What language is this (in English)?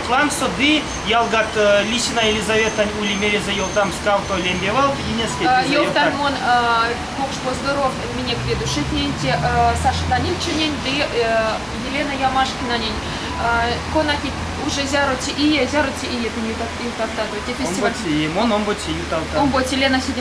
Erzya